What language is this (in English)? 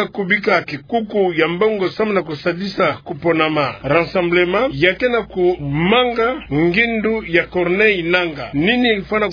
Kituba (Democratic Republic of Congo)